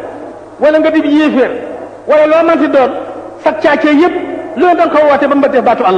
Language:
Wolof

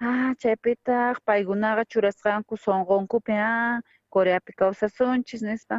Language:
South Bolivian Quechua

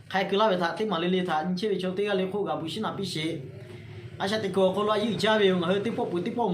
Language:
Lahu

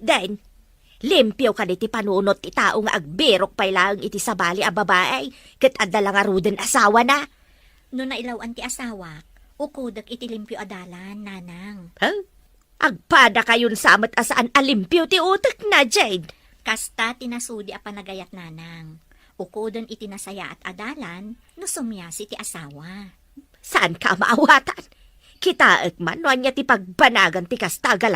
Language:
Iloko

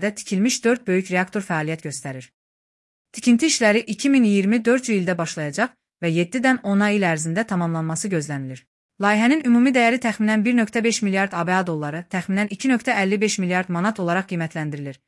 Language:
Azerbaijani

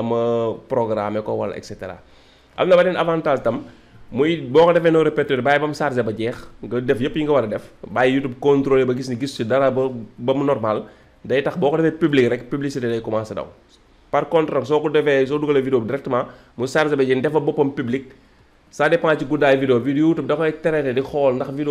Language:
Wolof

